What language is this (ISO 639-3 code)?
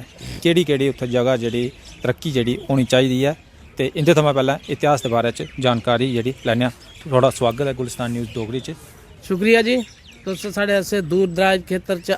doi